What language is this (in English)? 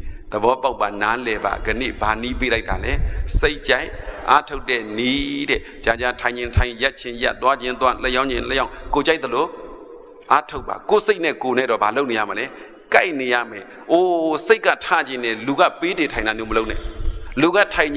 Burmese